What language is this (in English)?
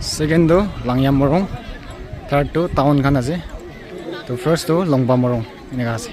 Naga Pidgin